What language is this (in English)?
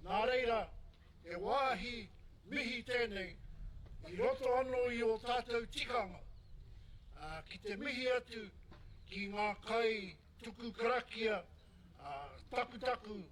Māori